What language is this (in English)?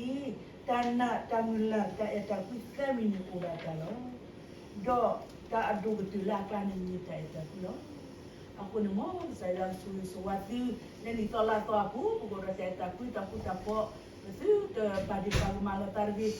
S'gaw Karen